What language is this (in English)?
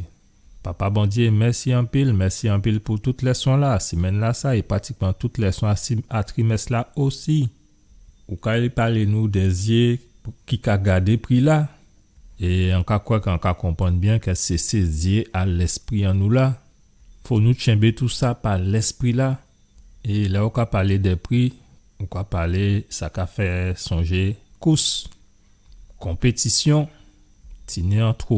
Guadeloupean Creole French